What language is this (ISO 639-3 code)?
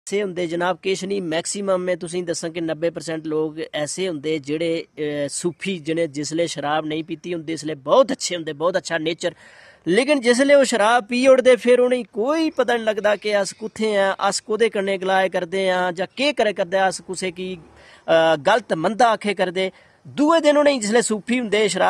doi